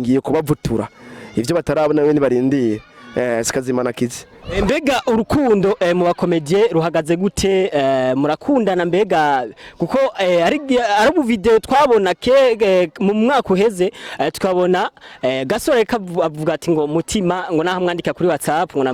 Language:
Rundi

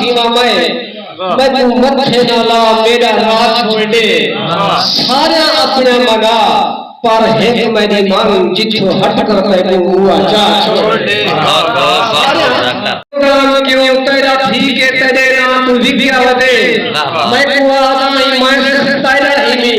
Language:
Saraiki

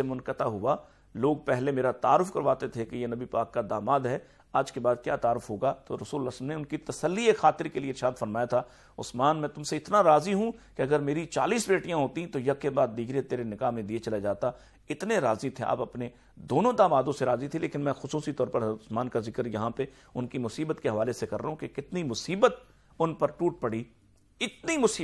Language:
Urdu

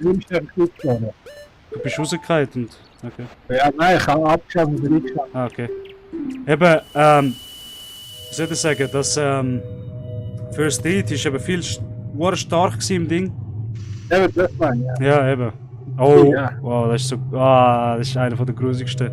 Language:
Swiss German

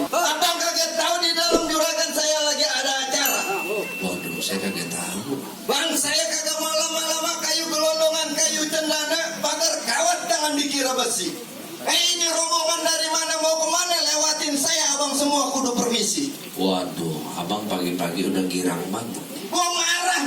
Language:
Betawi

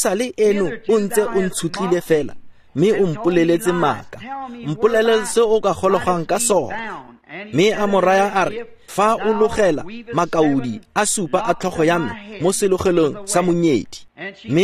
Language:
Tswana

